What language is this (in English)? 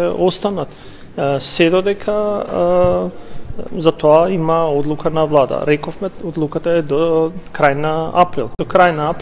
Macedonian